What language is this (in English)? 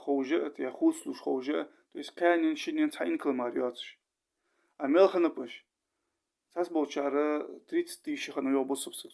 Ingush